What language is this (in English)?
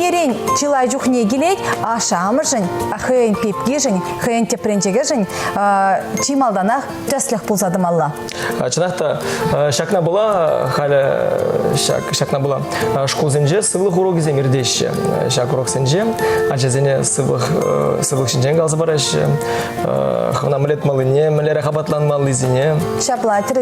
Chuvash